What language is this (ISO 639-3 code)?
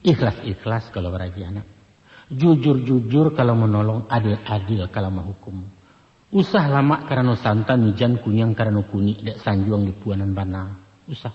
min